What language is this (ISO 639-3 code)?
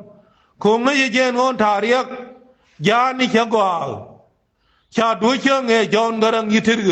nus